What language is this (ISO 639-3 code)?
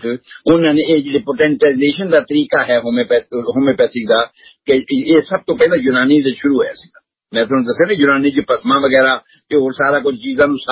pan